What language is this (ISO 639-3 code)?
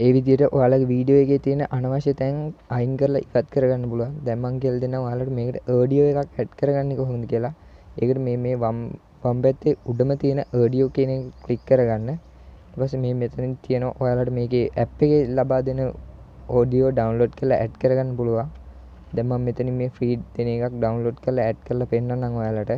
sin